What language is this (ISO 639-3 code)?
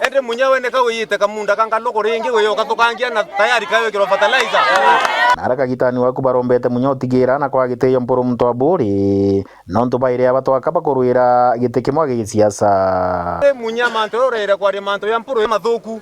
mer